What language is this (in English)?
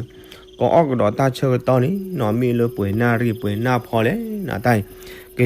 S'gaw Karen